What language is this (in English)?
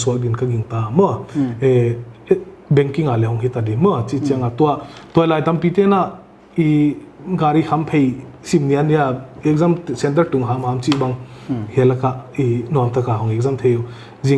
Paite Chin